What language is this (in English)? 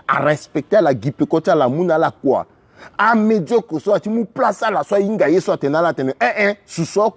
Sango